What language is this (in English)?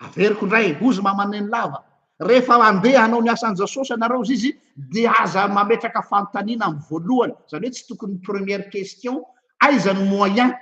Malagasy